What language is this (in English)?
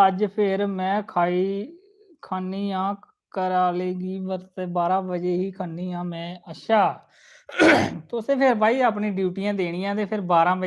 Dogri